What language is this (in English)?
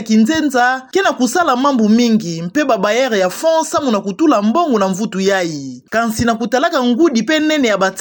Kituba (Democratic Republic of Congo)